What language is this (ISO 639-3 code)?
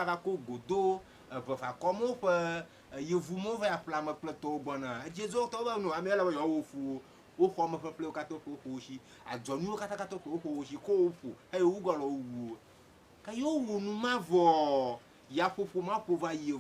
ewe